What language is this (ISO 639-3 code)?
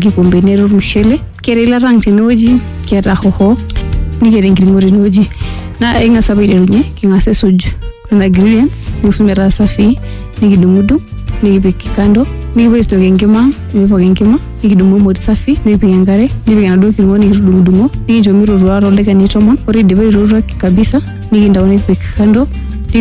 mas